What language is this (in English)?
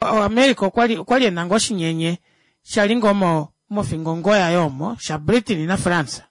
Kuanyama